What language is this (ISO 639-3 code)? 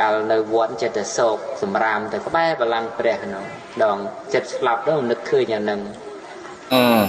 khm